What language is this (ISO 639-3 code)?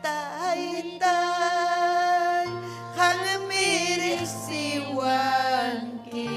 quy